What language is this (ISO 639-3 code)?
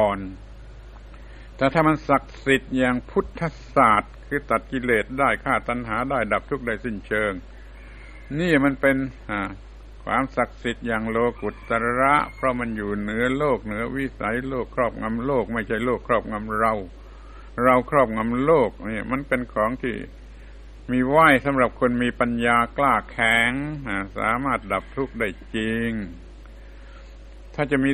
tha